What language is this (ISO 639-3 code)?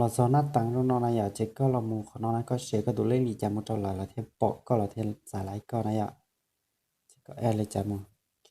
hmn